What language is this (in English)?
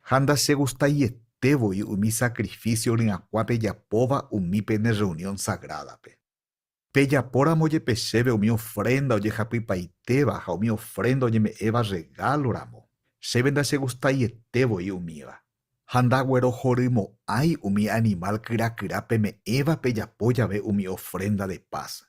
Guarani